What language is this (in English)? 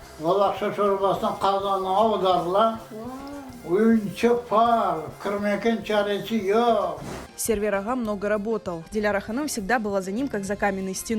Crimean Tatar